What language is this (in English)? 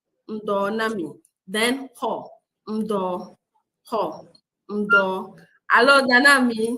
Ewe